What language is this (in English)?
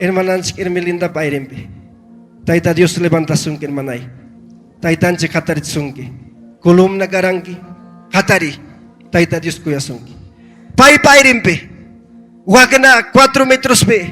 Ayacucho Quechua